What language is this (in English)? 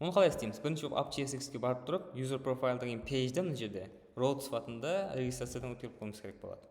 Kara-Kalpak